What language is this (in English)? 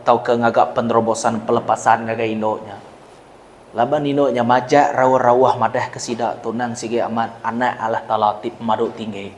Iban